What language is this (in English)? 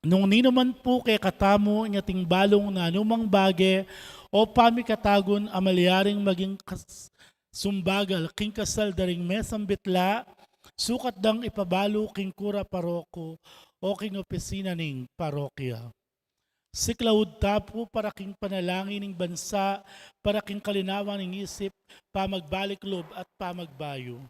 Pampanga